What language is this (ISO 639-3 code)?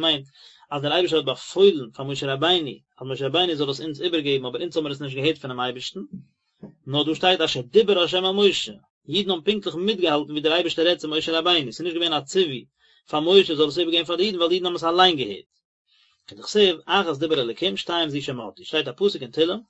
yid